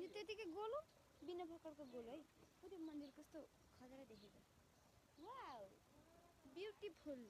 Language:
Nepali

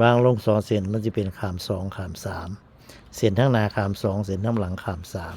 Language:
Northeastern Thai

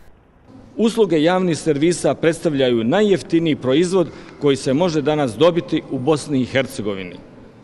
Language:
Bosnian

